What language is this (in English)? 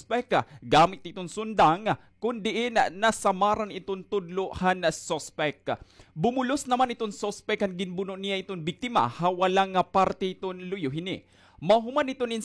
Waray